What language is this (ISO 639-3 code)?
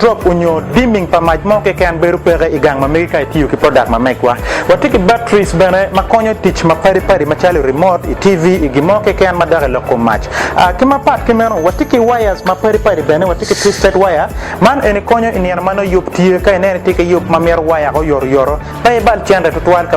ach